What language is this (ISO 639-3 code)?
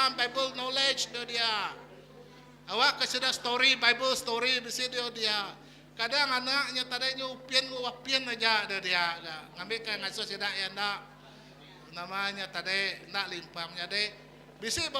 iba